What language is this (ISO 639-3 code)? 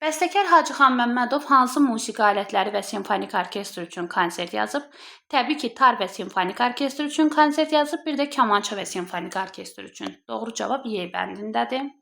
aze